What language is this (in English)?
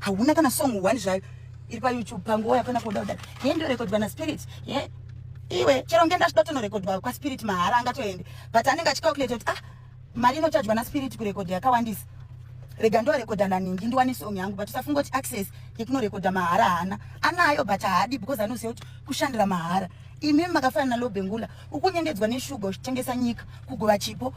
Shona